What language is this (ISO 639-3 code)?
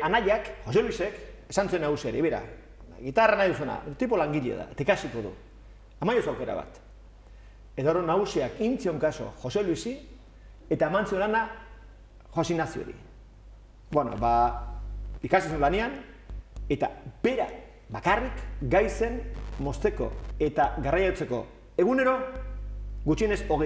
eus